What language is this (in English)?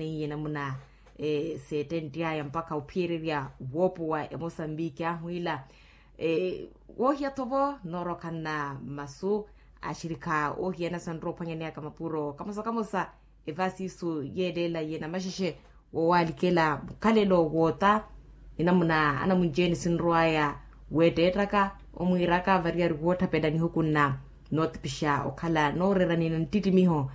Makhuwa